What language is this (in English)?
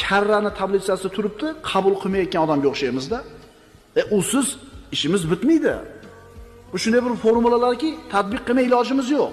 Uzbek